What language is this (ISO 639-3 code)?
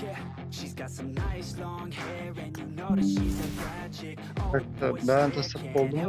kaa